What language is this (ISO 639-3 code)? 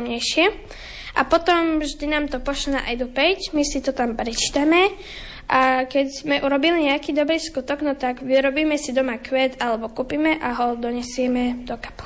slk